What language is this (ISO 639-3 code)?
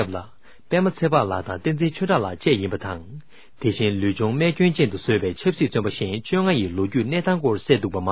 bod